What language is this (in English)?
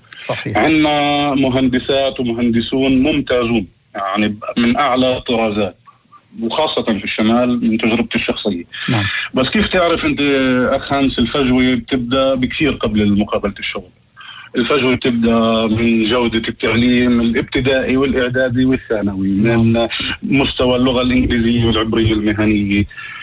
North Levantine Arabic